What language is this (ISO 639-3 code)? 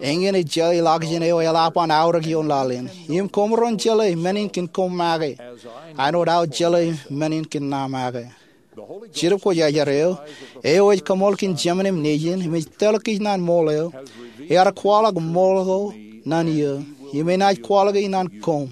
mah